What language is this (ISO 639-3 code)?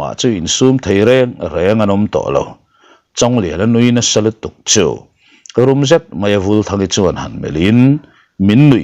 lus